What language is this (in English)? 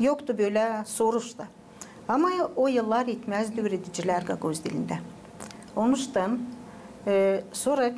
Gagauz